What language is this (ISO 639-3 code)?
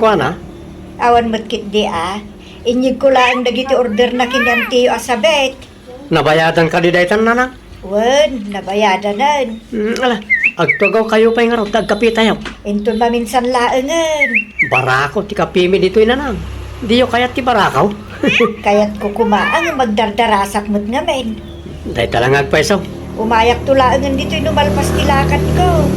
ilo